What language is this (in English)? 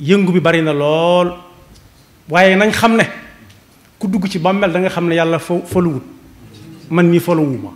Wolof